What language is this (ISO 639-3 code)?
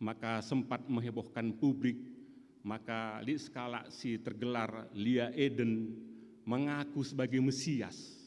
btx